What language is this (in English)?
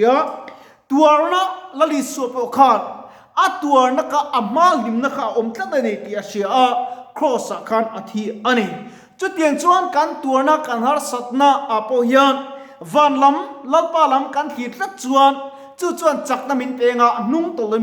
Mizo